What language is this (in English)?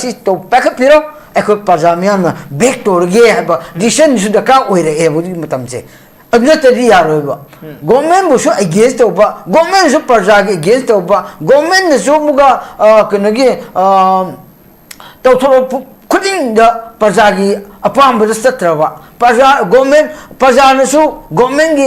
Manipuri